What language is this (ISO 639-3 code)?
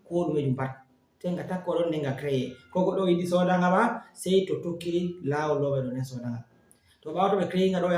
ful